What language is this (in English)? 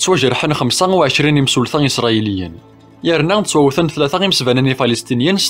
Kabyle